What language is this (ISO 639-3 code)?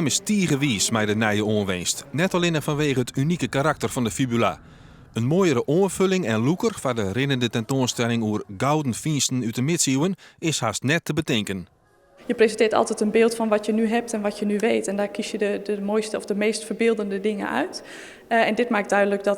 fry